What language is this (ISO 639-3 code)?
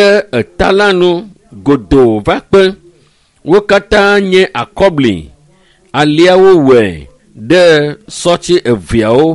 ewe